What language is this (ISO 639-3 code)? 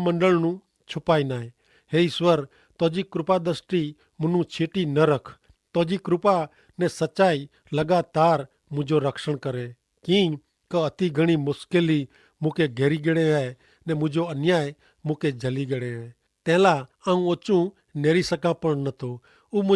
kfr